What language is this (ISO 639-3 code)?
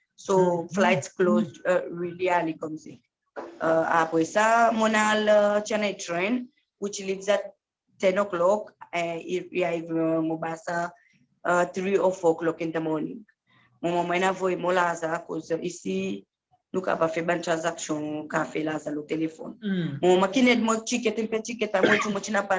crs